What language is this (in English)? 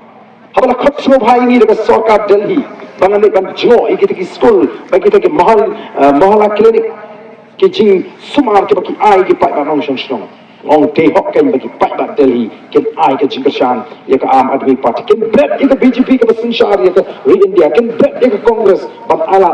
Khasi